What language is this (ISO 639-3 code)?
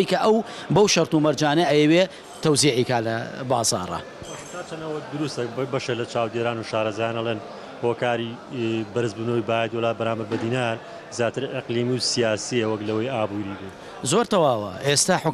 ckb